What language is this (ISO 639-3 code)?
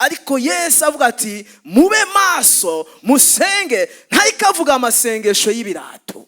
run